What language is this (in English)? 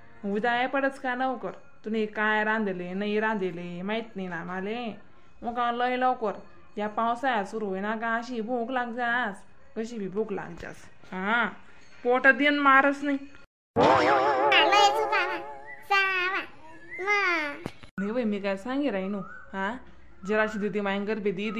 Khandesi